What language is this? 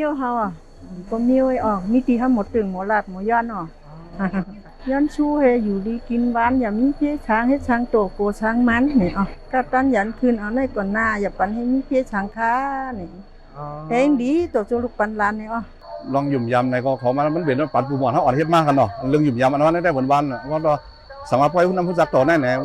Shan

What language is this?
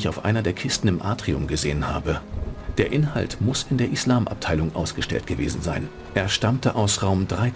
Bavarian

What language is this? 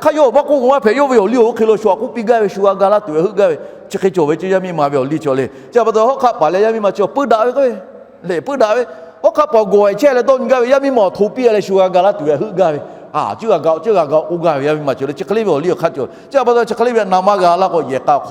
Lahu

